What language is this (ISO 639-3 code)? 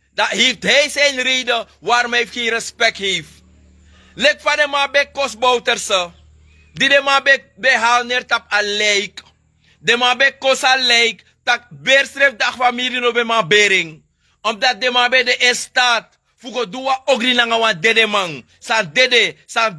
srn